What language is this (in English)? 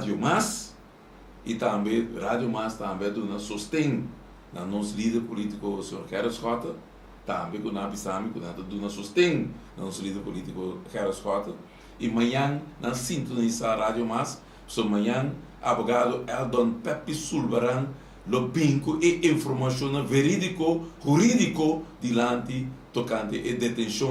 Papiamento